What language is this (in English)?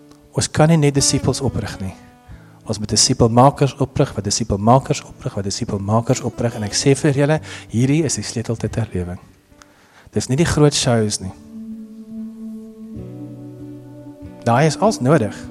Afrikaans